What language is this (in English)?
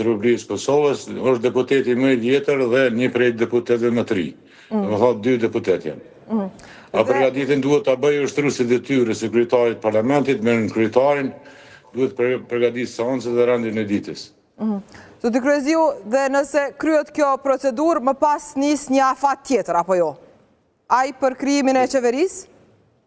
Albanian